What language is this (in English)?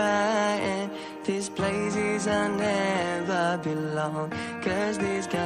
Minangkabau